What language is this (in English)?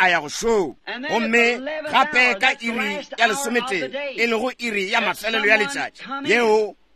Northern Sotho